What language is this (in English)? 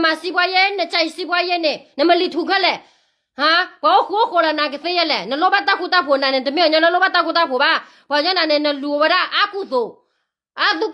S'gaw Karen